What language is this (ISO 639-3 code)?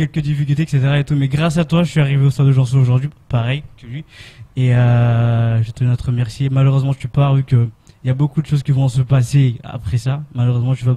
fra